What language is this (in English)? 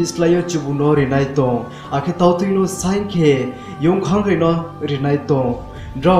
Riang (India)